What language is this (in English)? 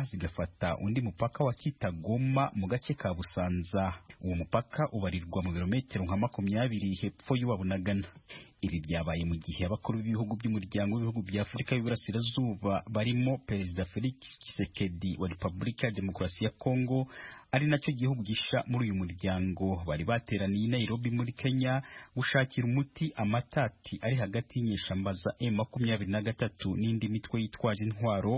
Kinyarwanda